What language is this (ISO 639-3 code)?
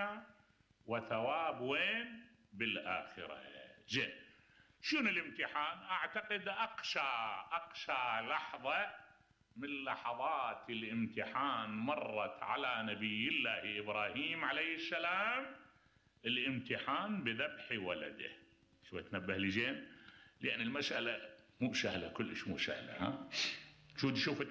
acm